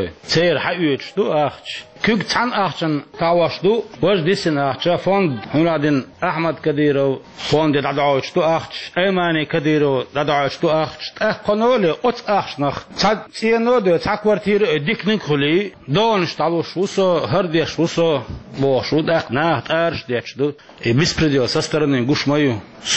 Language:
Chechen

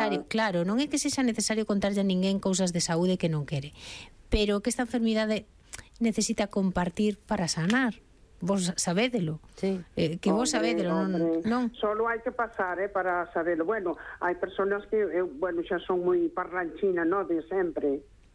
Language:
Galician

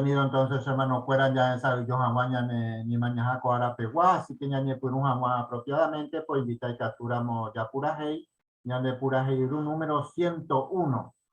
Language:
Guarani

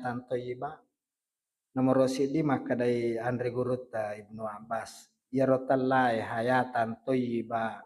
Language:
Buginese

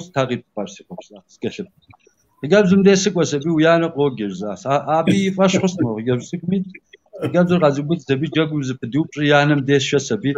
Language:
Kabardian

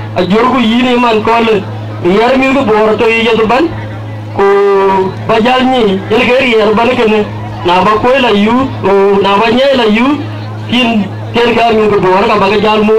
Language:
Dinka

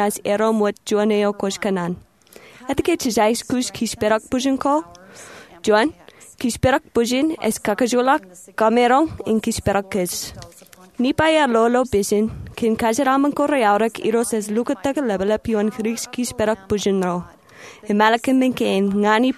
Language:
Marshallese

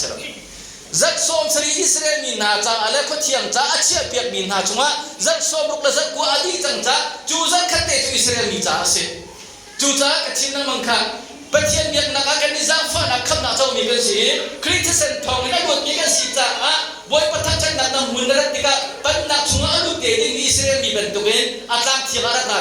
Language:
Hakha Chin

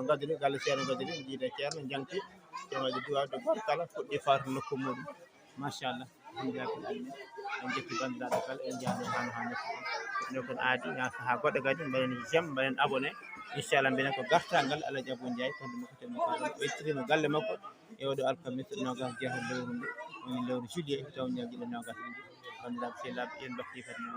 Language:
Fula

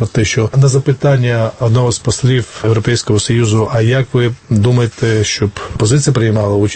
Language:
Ukrainian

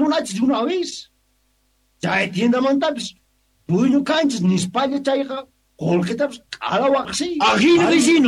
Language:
South Bolivian Quechua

